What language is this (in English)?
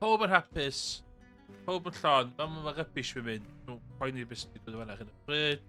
Welsh